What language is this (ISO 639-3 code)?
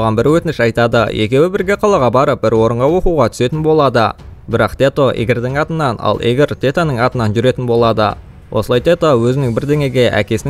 kaz